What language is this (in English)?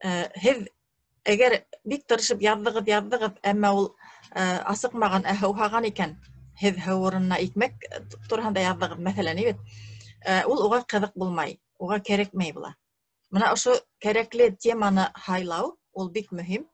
Bashkir